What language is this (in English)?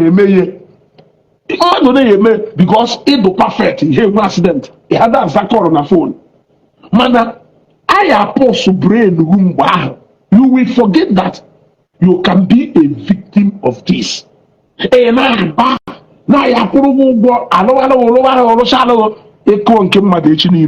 Igbo